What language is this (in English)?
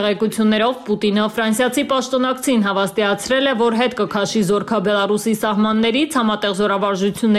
Armenian